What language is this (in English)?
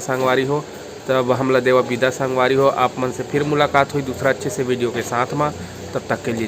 Chhattisgarhi